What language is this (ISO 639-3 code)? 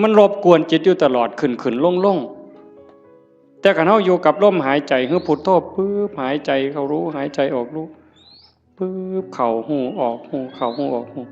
tts